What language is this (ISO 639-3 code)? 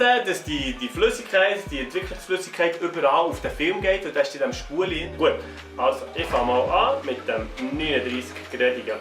gsw